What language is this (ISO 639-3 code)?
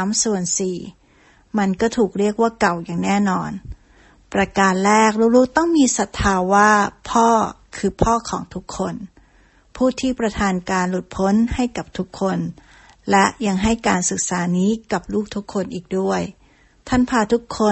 tha